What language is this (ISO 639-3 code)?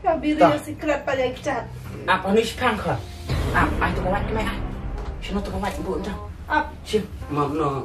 kha